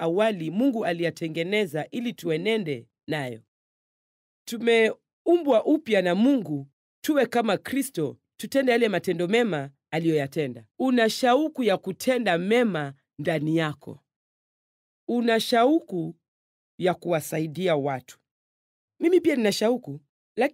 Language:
Swahili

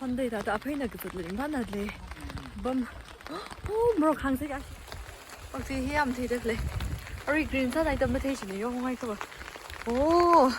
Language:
Tangkhul Naga (India)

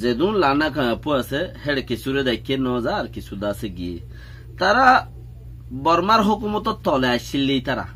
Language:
Rohingya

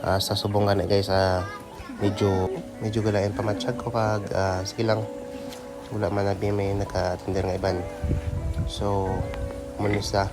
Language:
Hiligaynon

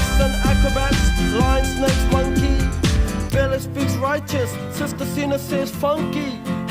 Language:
Limburgish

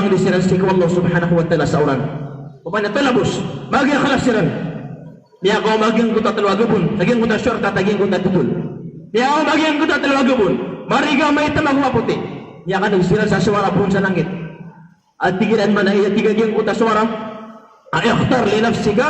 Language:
Maranao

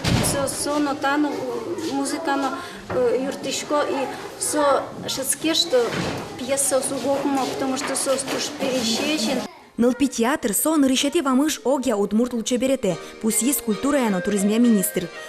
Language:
Udmurt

